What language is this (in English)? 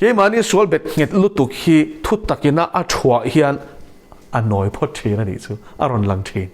Mizo